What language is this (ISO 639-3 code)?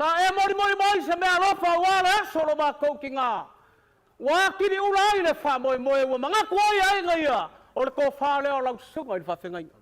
smo